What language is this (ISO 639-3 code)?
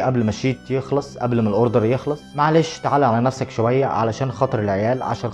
arz